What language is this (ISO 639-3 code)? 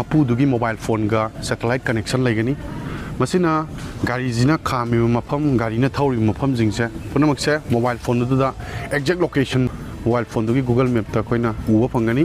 mni